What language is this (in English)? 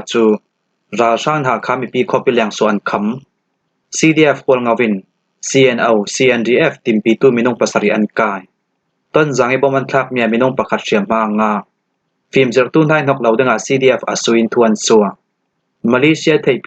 Falam Chin